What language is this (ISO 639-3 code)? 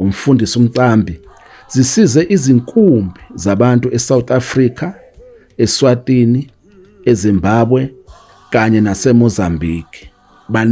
zul